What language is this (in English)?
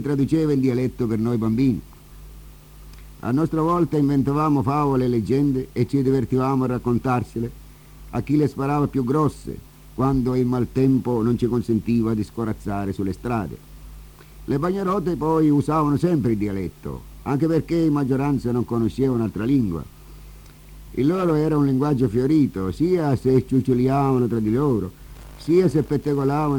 Italian